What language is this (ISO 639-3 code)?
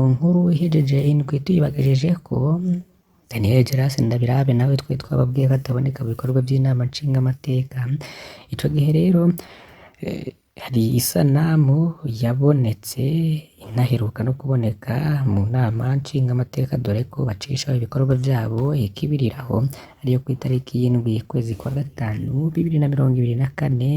run